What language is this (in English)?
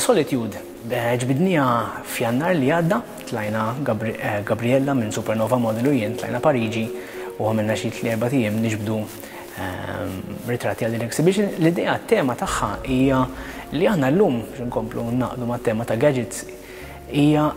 Maltese